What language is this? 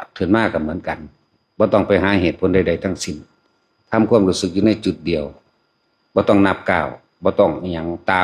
Northeastern Thai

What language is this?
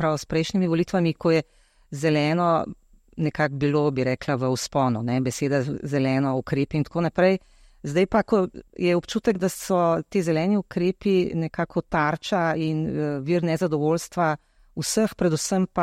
Slovenian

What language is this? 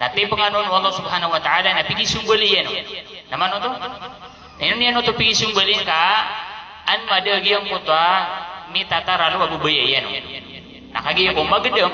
Maranao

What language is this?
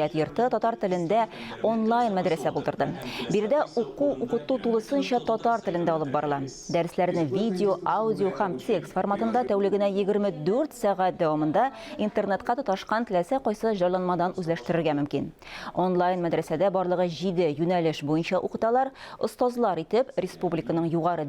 Tatar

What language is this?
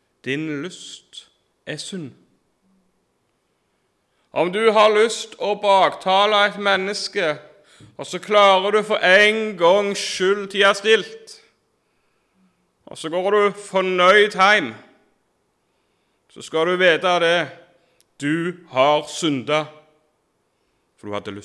Norwegian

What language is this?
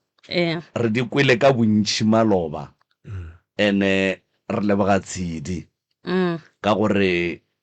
Northern Sotho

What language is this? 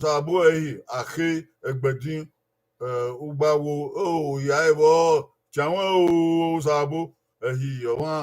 Bini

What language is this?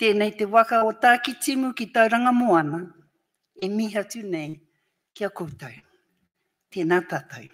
Māori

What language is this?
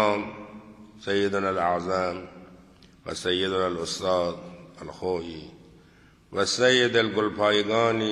Persian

